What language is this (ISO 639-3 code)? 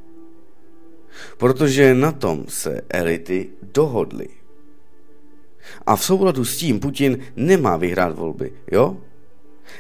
ces